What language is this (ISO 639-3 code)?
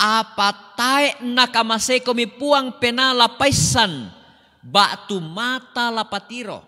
sda